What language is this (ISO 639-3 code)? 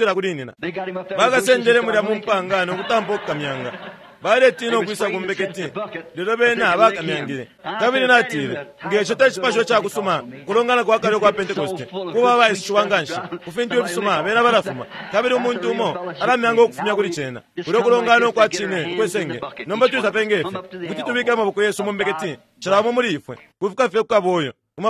bem